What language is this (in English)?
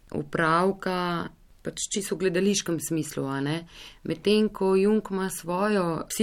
Slovenian